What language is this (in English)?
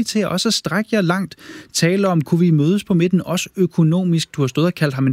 Danish